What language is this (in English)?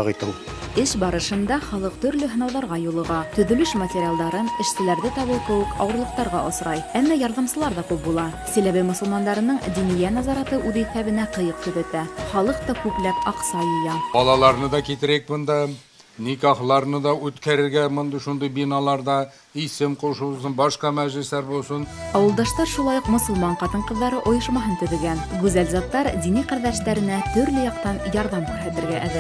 Bashkir